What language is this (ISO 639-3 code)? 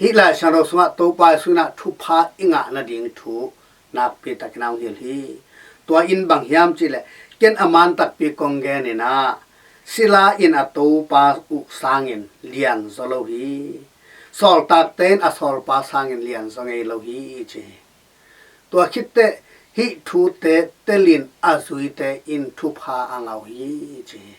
ctd